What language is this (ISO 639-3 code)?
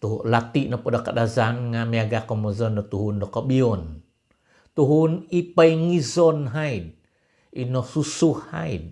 dtp